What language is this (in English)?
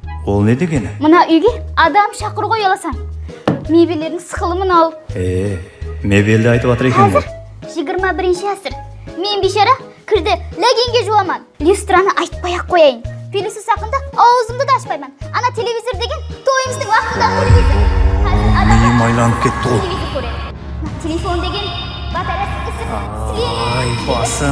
Kara-Kalpak